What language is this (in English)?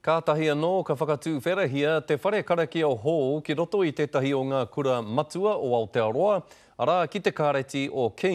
Māori